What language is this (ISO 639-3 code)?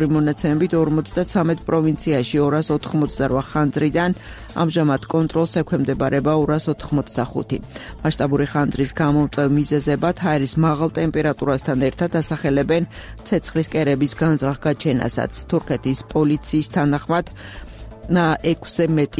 kat